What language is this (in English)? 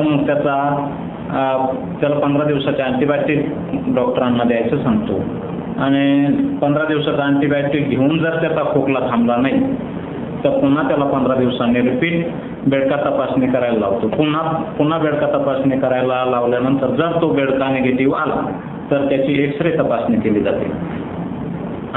Marathi